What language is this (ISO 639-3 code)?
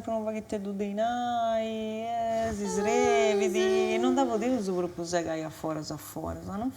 srd